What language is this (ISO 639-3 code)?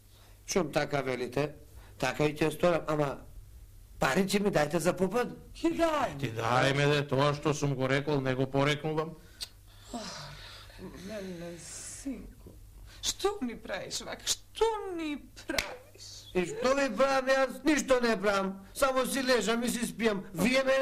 mkd